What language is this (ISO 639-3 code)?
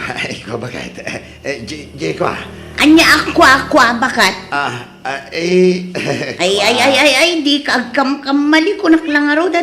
ilo